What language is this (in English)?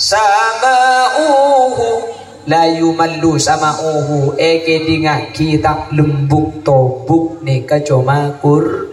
Madurese